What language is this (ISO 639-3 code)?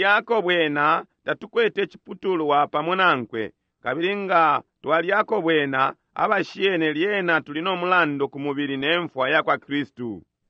bem